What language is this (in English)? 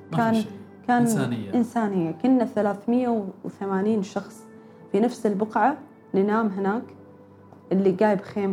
Gulf Arabic